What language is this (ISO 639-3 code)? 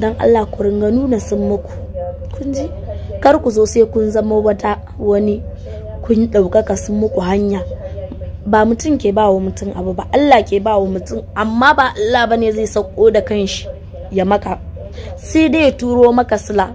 hau